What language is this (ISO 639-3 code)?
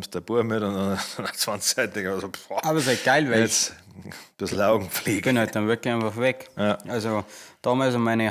bar